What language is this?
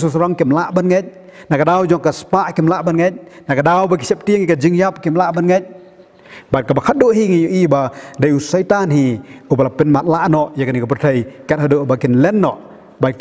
Khasi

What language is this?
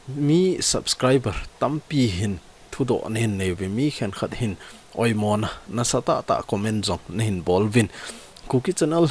Thado Chin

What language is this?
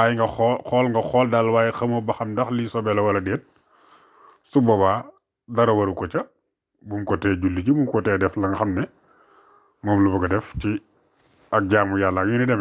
Wolof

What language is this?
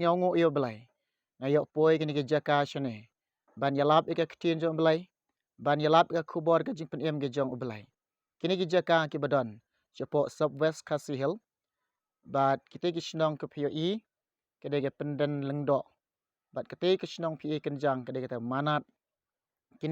Khasi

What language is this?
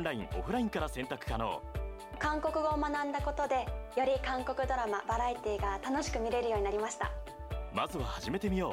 Japanese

